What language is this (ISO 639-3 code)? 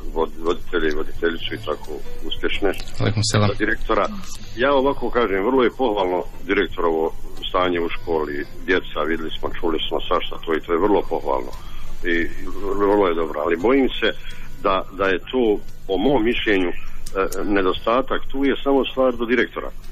bos